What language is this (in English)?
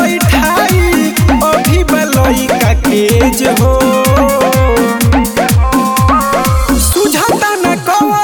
Bhojpuri